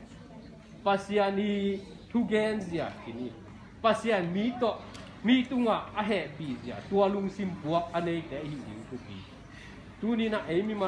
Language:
Tedim Chin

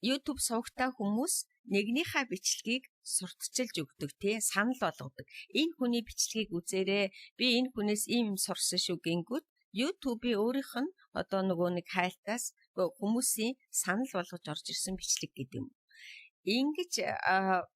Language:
Mongolian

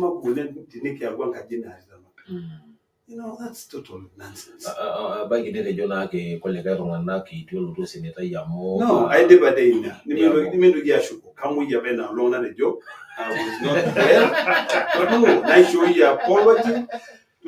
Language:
Masai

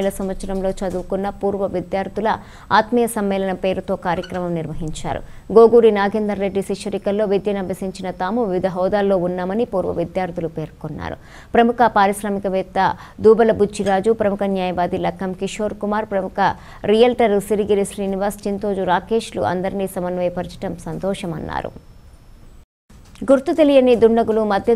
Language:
Telugu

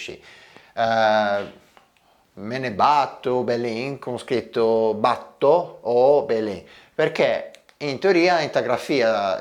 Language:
Ligurian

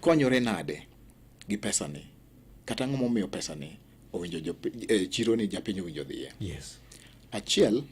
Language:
Luo (Kenya and Tanzania)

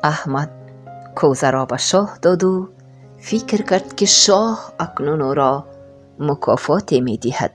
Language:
Tajik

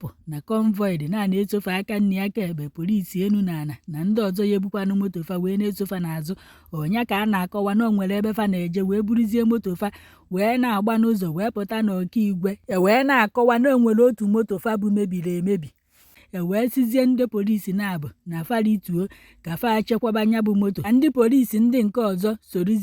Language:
Igbo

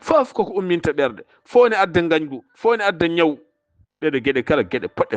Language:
Fula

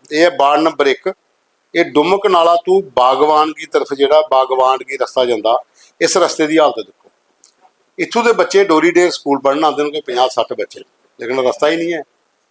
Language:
Dogri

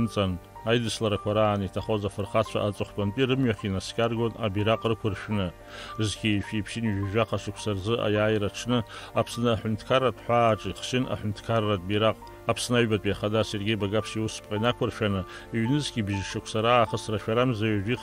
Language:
Abkhazian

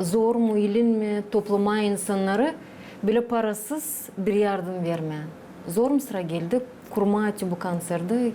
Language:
Gagauz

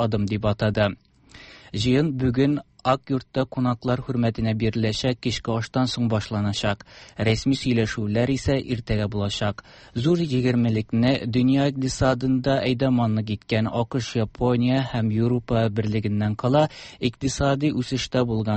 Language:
Tatar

